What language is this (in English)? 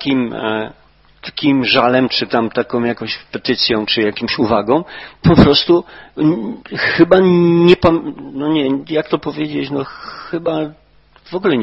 Polish